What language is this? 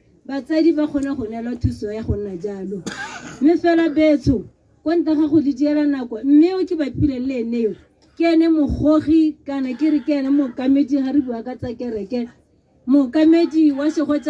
Tswana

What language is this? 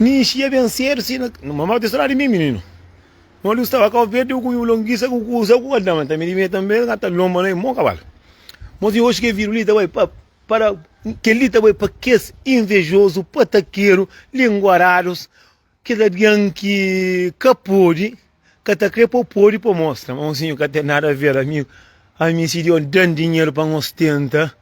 Kabuverdianu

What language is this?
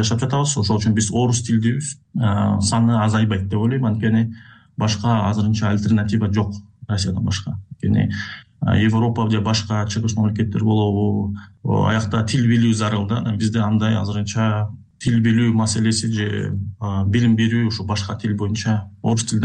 Kyrgyz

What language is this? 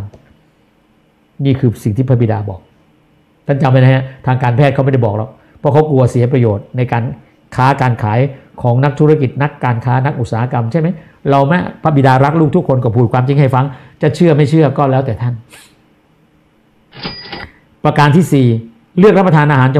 Thai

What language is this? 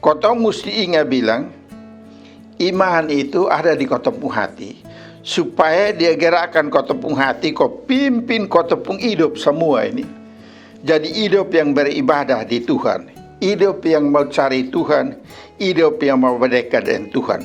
Kupang Malay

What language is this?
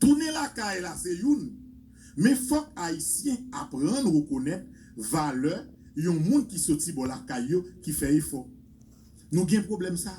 Haitian Creole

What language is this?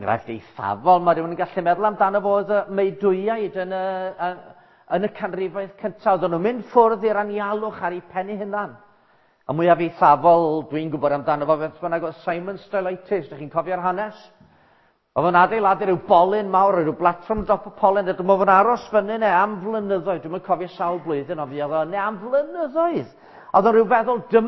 Welsh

